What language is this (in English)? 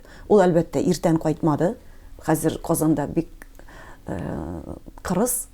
Tatar